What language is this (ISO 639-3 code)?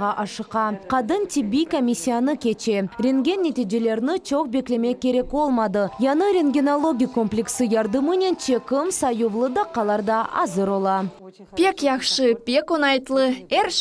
crh